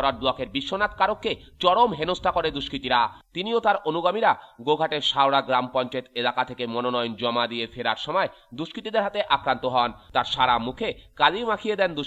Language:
Bangla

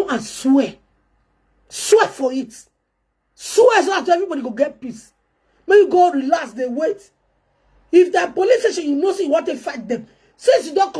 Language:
Nigerian Pidgin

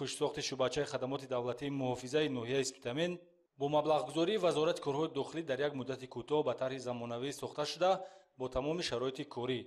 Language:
Tajik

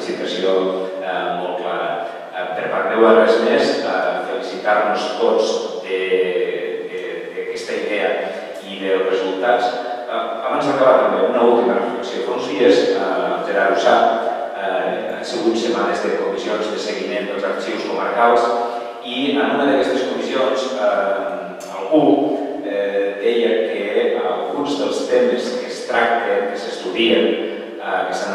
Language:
Catalan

